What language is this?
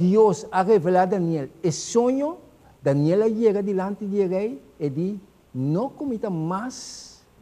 Papiamento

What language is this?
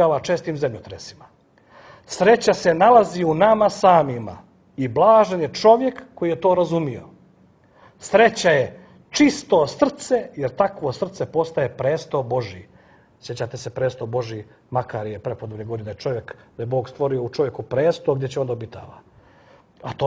Serbian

